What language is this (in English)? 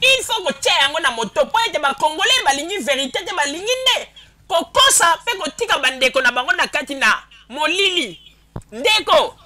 Lingala